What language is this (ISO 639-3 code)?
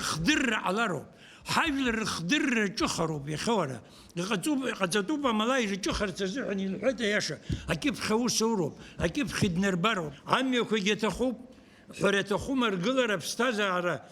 abk